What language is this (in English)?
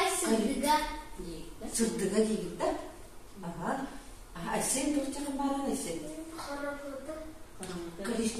Yakut